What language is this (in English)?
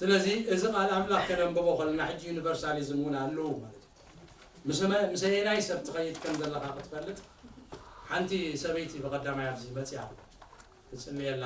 Tigrinya